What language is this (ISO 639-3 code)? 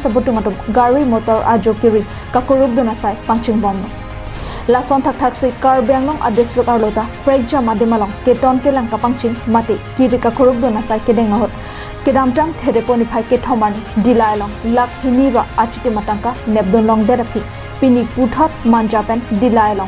mjw